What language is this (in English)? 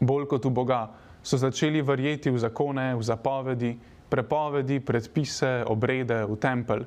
Slovenian